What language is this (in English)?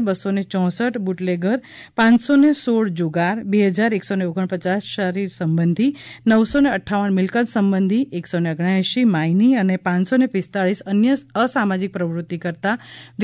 Gujarati